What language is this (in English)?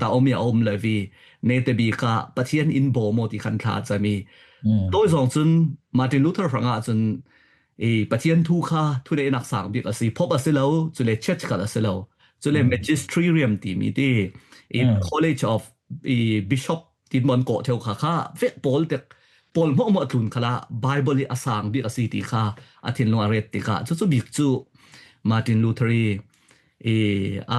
Falam Chin